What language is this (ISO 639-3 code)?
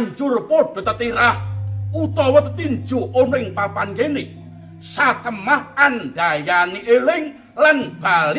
jav